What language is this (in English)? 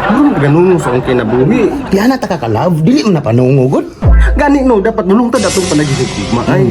Cebuano